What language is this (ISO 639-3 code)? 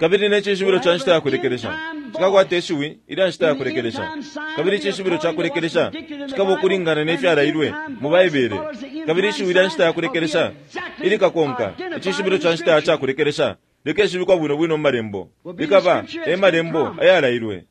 bem